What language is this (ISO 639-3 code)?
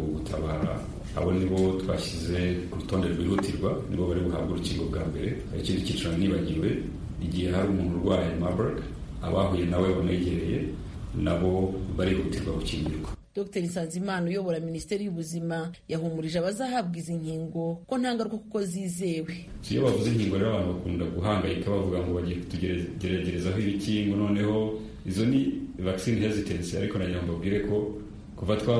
kin